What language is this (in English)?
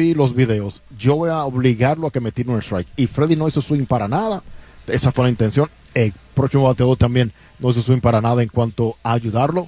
Spanish